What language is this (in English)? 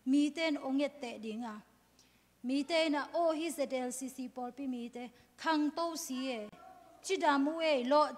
Tedim Chin